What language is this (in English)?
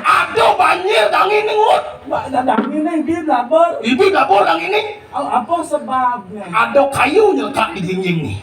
Balinese